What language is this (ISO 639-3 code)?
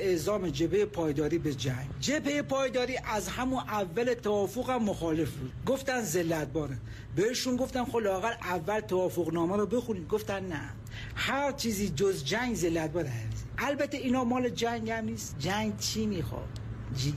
fas